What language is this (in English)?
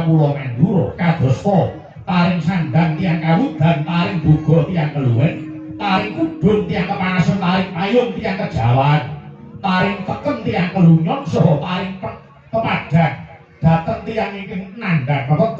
Javanese